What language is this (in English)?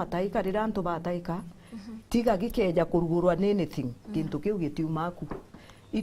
Meru